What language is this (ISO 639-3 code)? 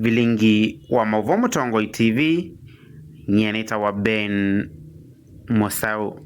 kam